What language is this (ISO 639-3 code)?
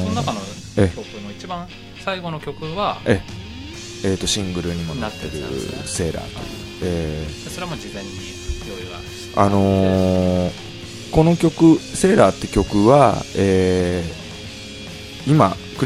jpn